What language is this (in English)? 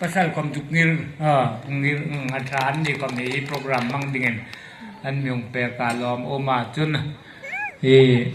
Hmar